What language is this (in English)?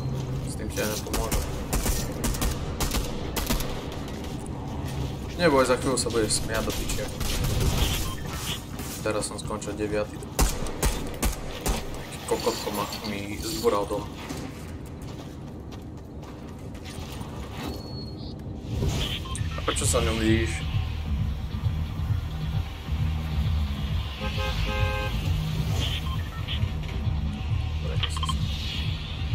Slovak